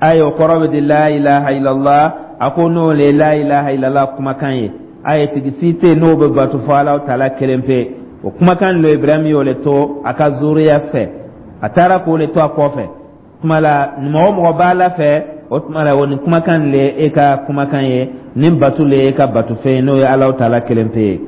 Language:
Dyula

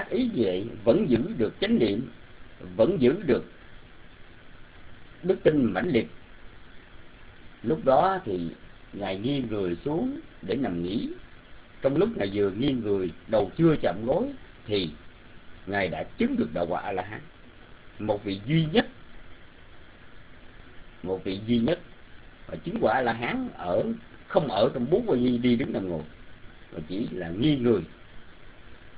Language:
Vietnamese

